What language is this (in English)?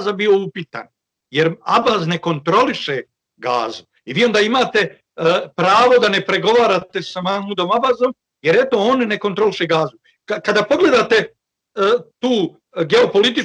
Bosnian